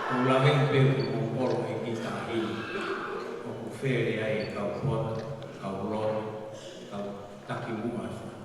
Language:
Tongan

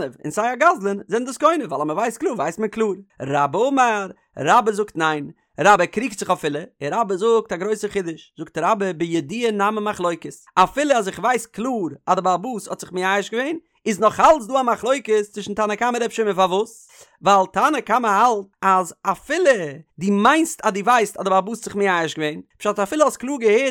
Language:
Yiddish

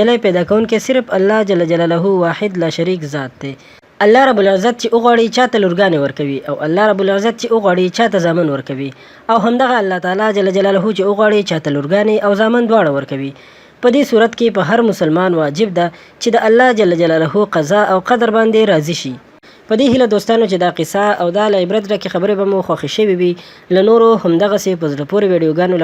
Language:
Pashto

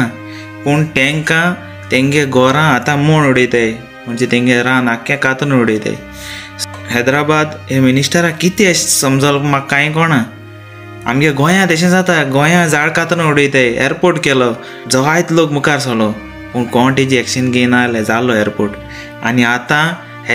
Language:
Konkani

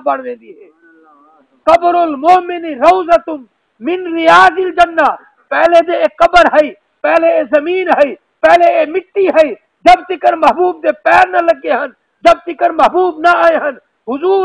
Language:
Saraiki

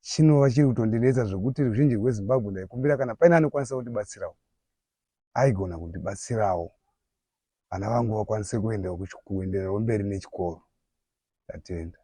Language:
Shona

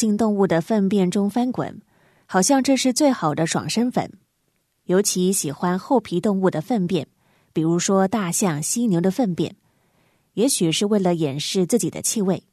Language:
Chinese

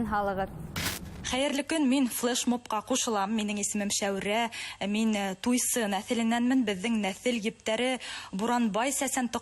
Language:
Bashkir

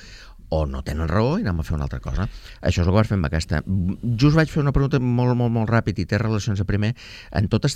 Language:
Catalan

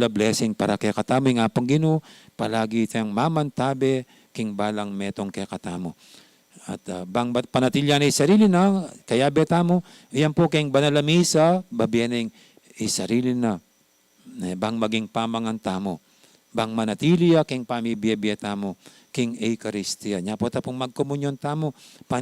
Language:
Pampanga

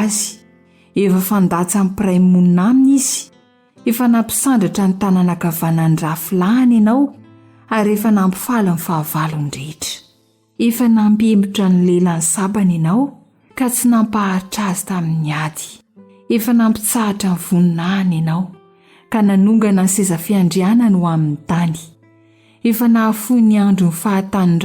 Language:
Malagasy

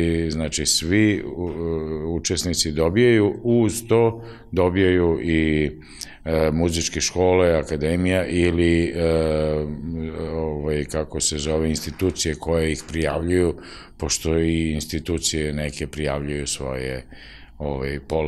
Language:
Serbian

